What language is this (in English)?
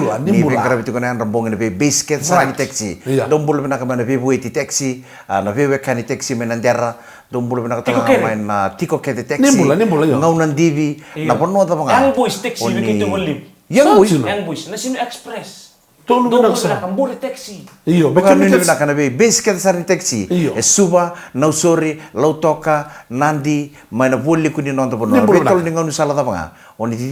Fijian